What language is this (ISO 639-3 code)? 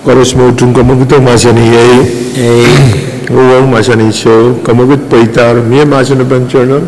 pon